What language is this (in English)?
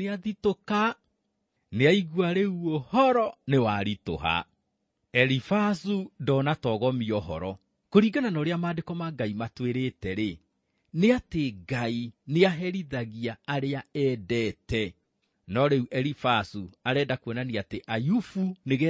Kikuyu